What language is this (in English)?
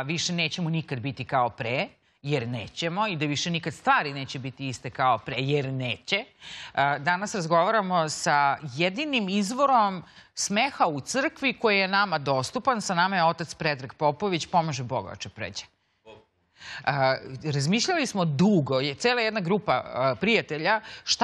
Serbian